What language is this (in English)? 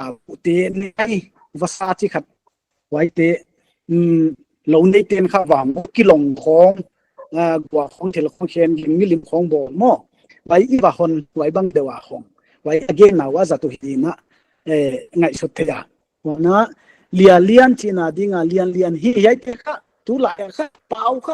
Paite Chin